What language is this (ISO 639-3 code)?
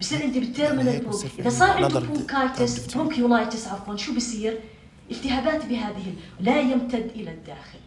apc